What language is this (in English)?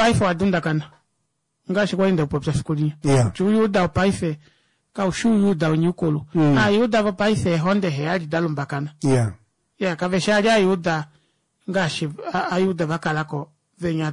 Kuanyama